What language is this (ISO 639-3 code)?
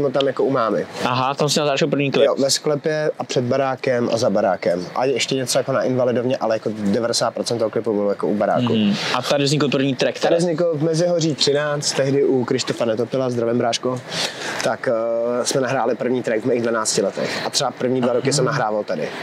ces